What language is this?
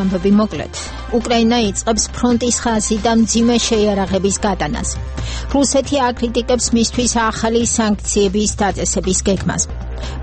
Georgian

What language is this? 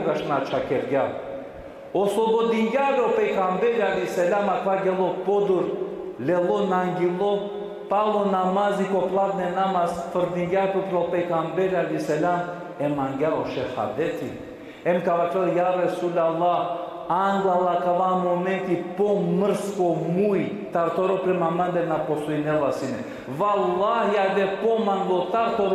Balkan Romani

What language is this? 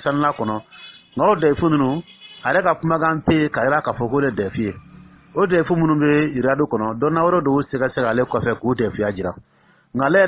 Dyula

